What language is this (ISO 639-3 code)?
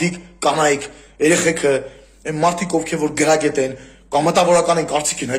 hye